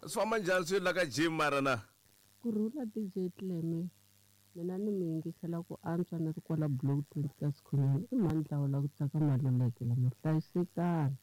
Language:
Tsonga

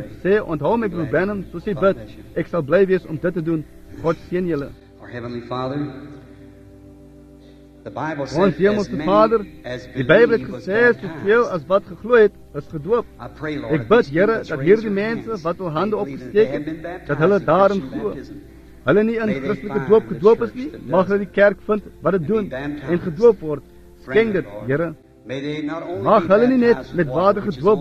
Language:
Afrikaans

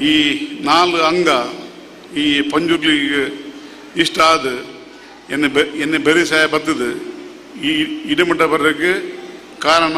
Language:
Tulu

